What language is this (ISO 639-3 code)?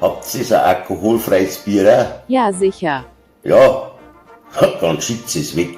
bar